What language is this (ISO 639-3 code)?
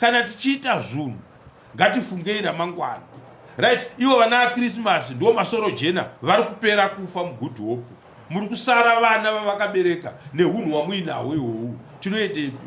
sna